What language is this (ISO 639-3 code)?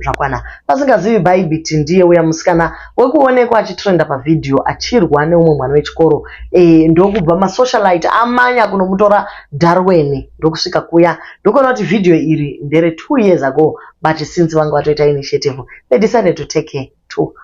sna